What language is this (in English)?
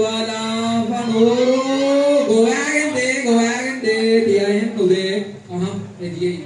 Divehi